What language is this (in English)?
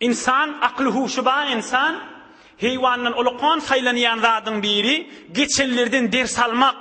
Turkmen